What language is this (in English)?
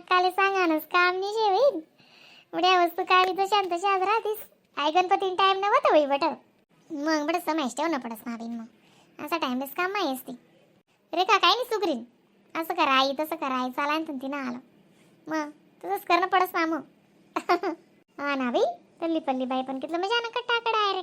Khandesi